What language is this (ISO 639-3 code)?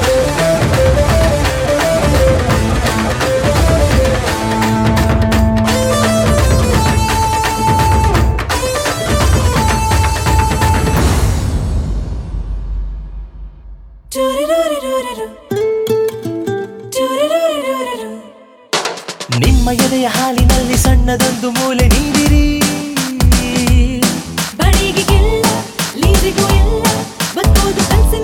kan